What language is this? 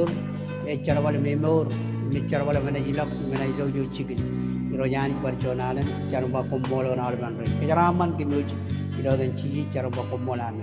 Marshallese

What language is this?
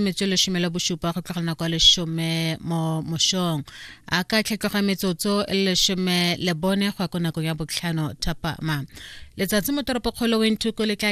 Tswana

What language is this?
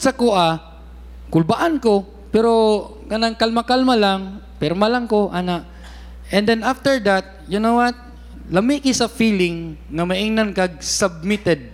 Cebuano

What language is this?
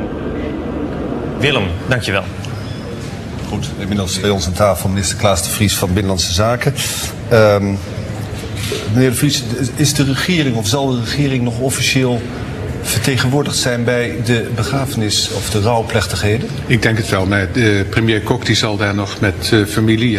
Dutch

